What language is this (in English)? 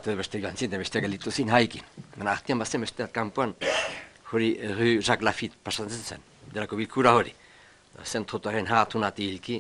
Basque